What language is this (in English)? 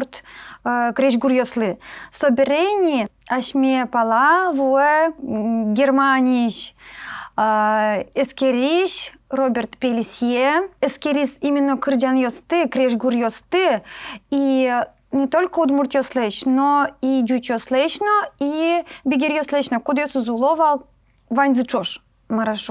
Udmurt